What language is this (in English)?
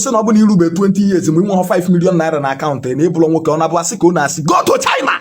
Igbo